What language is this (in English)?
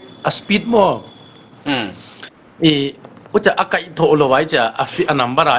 Paite Chin